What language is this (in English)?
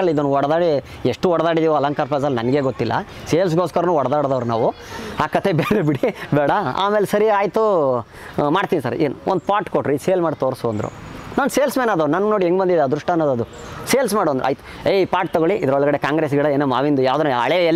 Kannada